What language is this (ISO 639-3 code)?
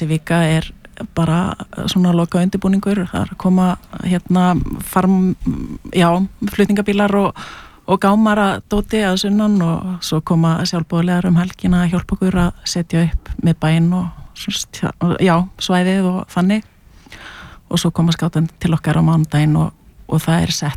isl